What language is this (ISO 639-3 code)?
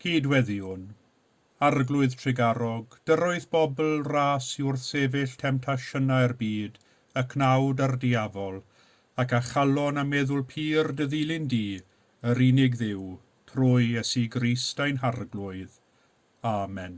cym